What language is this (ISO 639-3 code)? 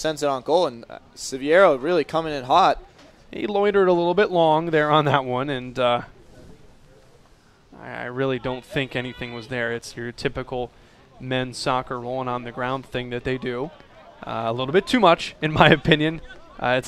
eng